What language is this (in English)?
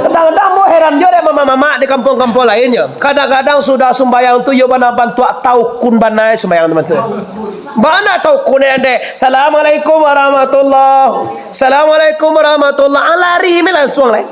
Minangkabau